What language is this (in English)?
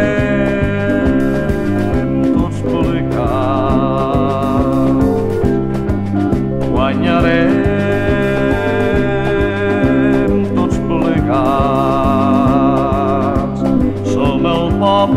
Catalan